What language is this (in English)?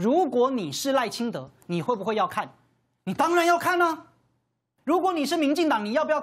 Chinese